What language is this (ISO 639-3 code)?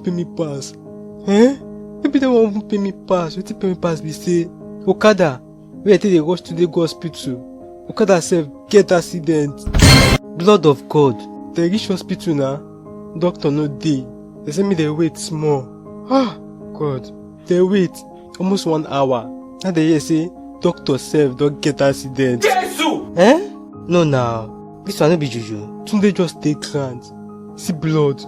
pcm